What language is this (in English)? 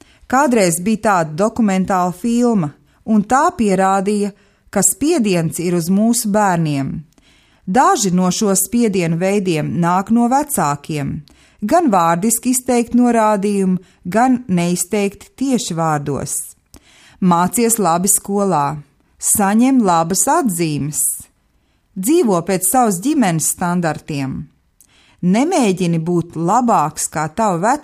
Latvian